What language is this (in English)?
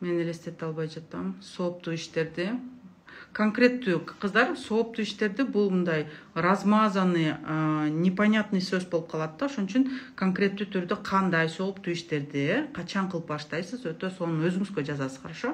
Kyrgyz